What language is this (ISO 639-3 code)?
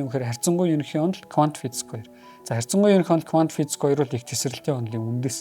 mon